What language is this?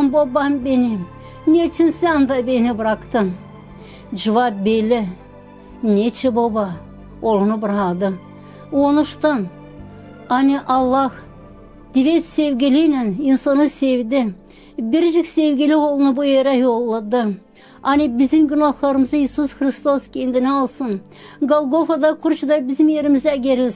Gagauz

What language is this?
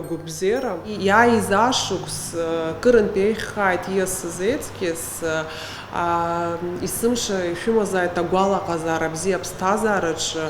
Abkhazian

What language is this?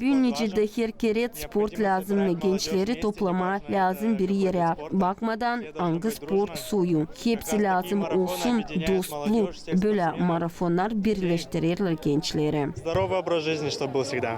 Gagauz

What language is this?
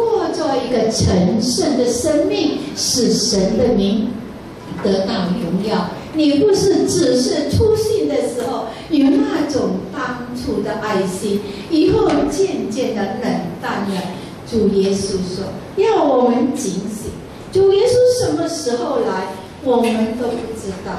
Chinese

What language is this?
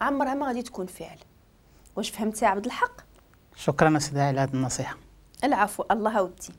Moroccan Arabic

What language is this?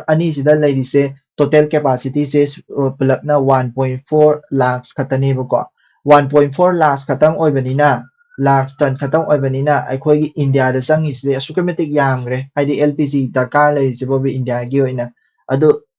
Manipuri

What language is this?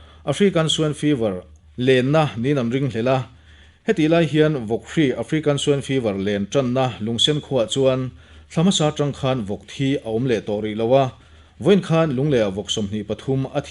Mizo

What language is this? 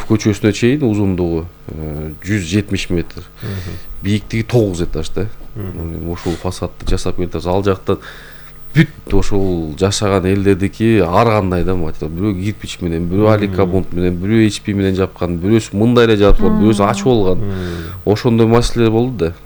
Kyrgyz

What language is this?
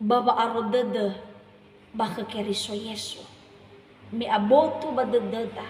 Nias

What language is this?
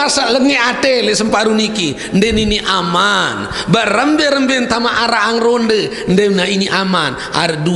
Sasak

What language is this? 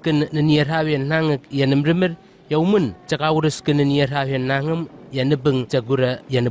Southwest Tanna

